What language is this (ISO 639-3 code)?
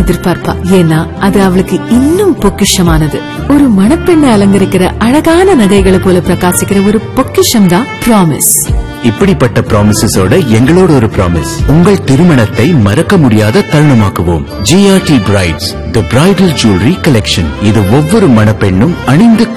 tam